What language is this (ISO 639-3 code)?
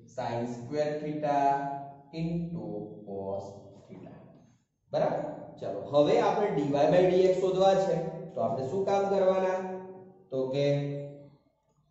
guj